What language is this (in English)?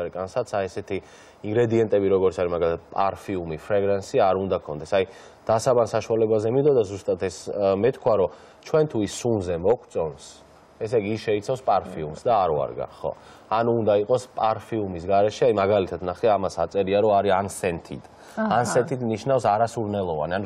Georgian